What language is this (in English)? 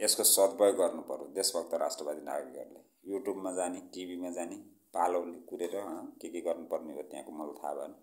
Nepali